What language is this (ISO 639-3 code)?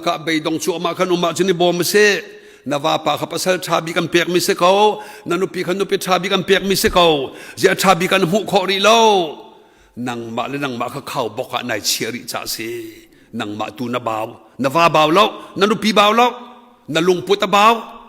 cnh